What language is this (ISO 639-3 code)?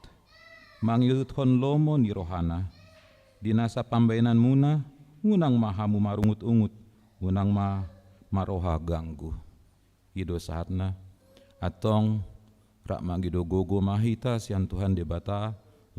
bbc